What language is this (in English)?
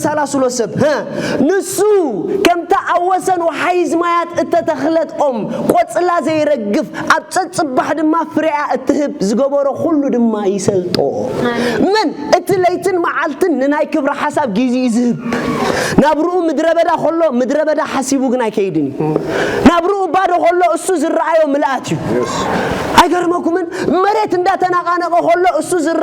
Tigrinya